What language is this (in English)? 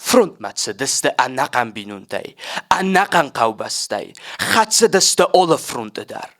Ossetic